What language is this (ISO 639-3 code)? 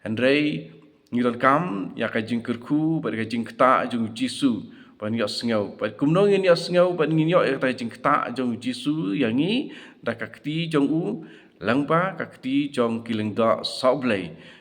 kha